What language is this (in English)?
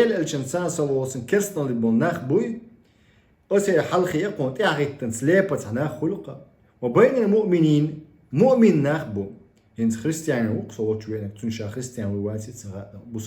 Chechen